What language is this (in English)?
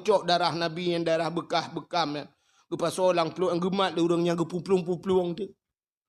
Achinese